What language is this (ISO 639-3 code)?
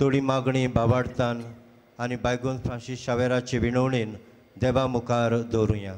kok